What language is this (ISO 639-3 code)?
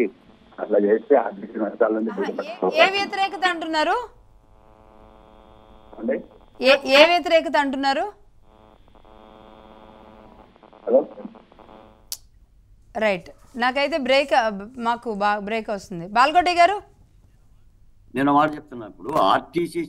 tel